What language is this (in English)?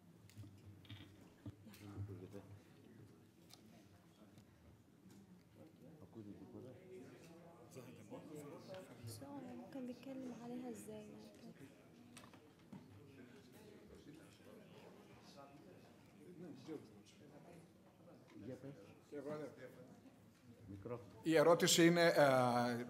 Greek